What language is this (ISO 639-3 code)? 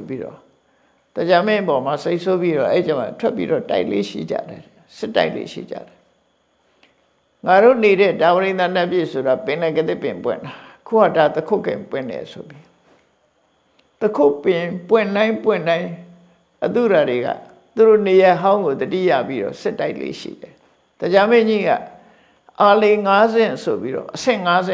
mya